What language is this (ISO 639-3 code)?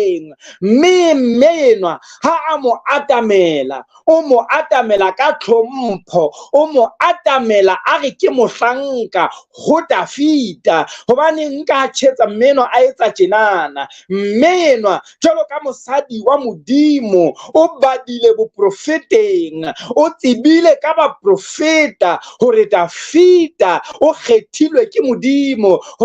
sot